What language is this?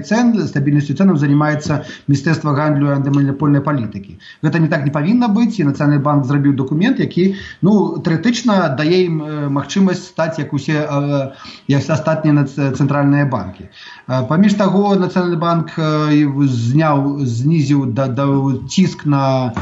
Belarusian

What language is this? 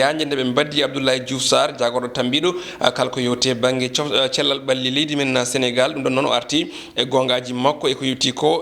Fula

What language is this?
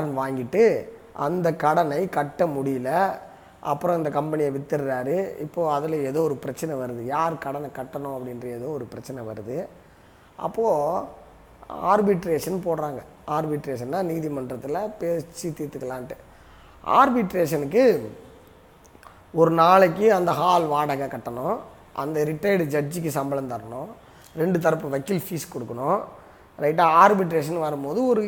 Tamil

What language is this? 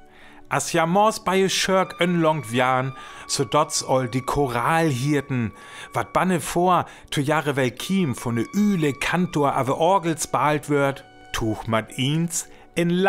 Northern Frisian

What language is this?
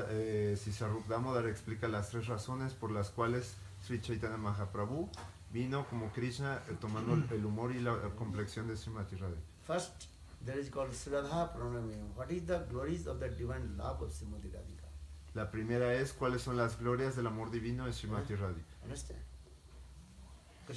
Spanish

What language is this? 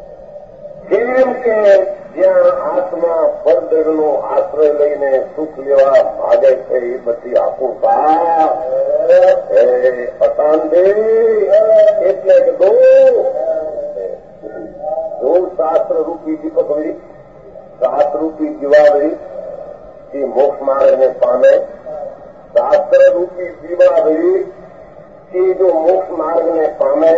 Gujarati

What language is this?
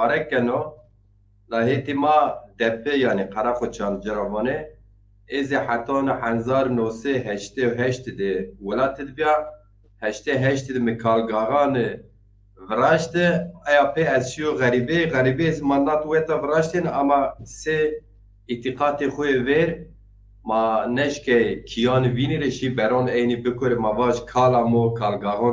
Zaza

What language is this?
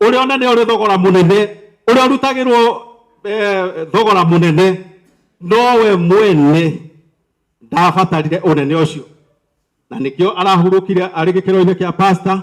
Kikuyu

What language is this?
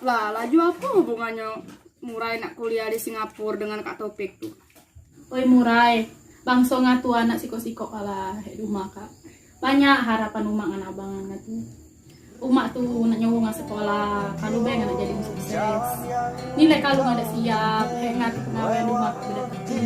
Musi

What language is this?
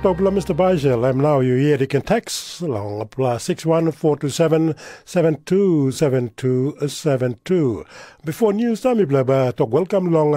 Tok Pisin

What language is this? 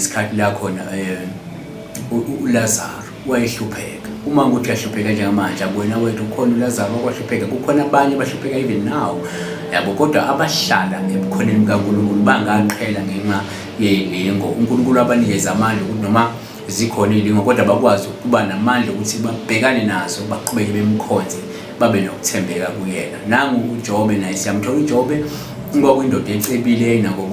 Zulu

